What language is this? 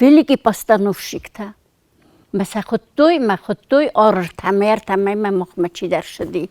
Ossetic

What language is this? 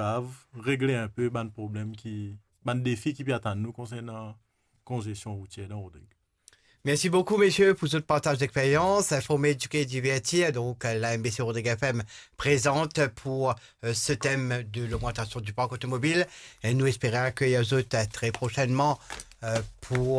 Morisyen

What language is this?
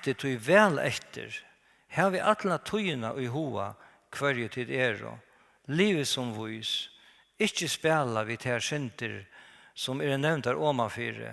Faroese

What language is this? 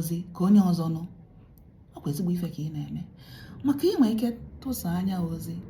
Igbo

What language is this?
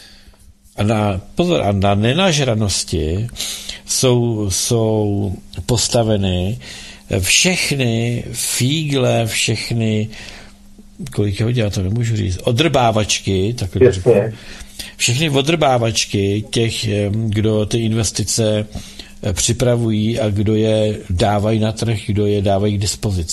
Czech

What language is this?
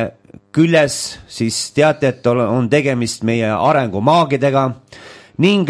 Estonian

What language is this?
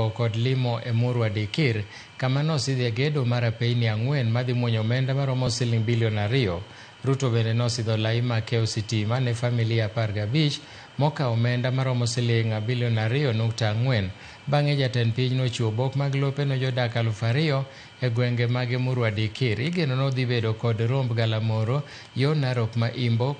Luo (Kenya and Tanzania)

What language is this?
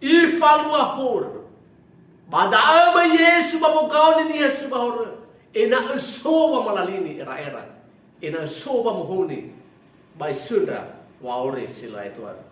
Nias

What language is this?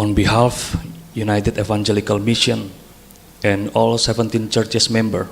Batak Simalungun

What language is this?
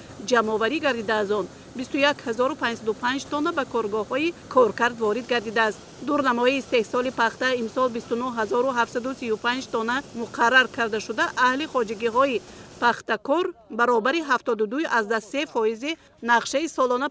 Tajik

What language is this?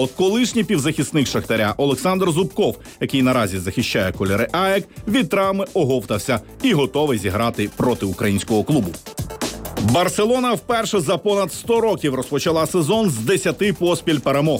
Ukrainian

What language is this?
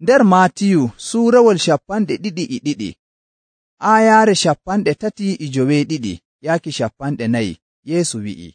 Nigerian Fulfulde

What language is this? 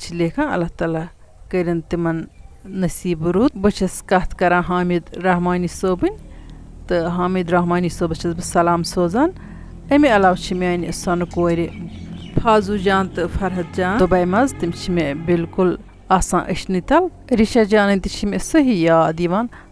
Kashmiri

